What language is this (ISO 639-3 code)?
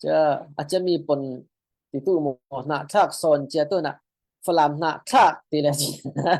cfm